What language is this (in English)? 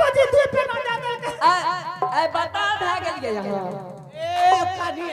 Angika